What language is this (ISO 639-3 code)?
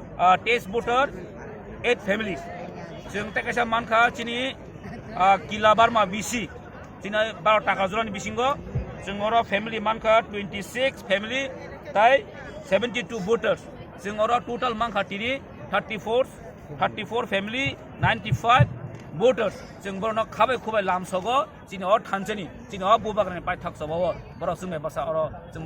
trp